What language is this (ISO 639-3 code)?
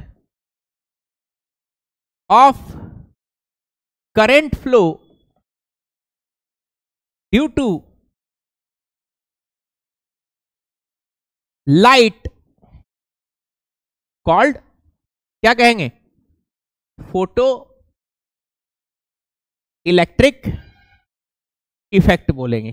hin